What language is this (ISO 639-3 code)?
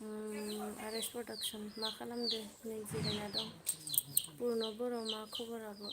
brx